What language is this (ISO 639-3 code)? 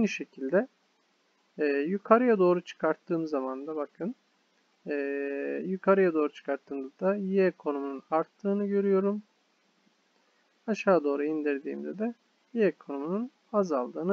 tur